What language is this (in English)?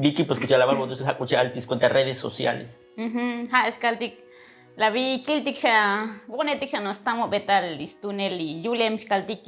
Tzotzil